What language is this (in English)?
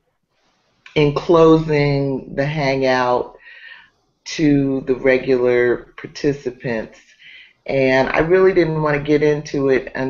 English